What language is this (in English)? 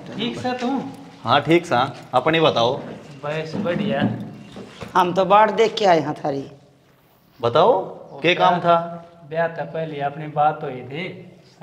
Haryanvi